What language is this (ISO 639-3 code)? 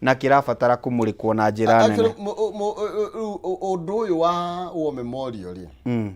kik